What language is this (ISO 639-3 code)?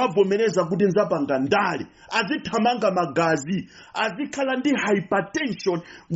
nya